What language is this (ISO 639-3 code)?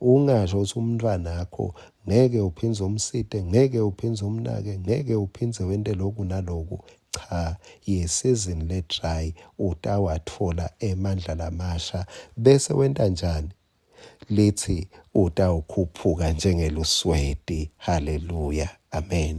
ssw